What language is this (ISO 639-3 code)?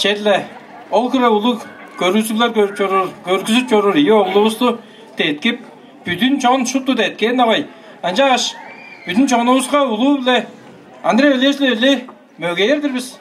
tyv